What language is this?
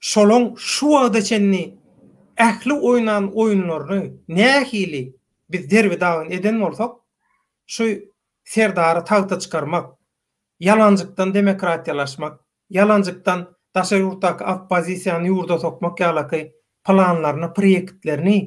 Turkmen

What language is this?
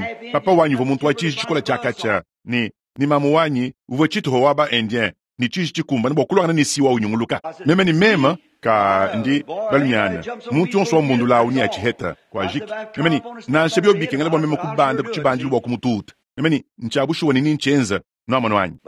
Luba-Lulua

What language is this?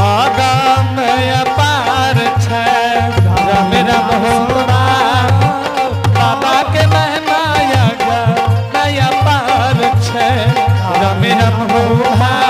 Angika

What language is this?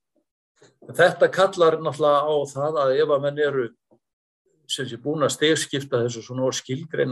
Icelandic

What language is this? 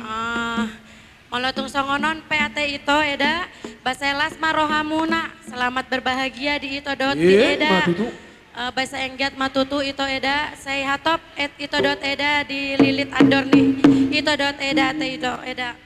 Batak Toba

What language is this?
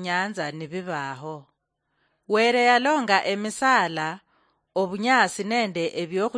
Luyia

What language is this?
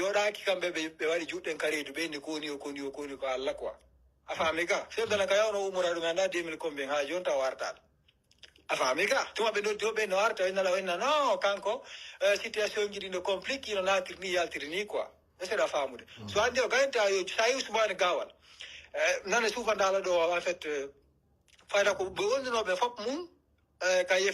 Pular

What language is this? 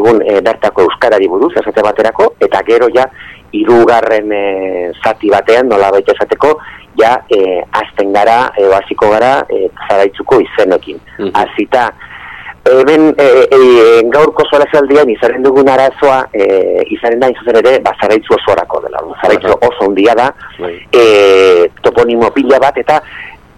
Basque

